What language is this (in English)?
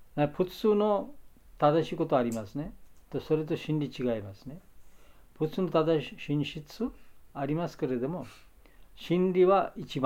Japanese